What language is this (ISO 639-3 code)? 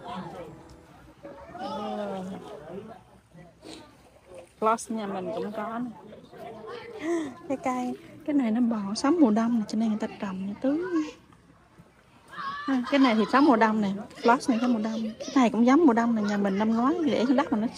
vie